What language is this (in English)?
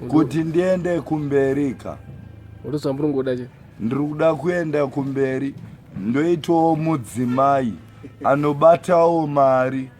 Shona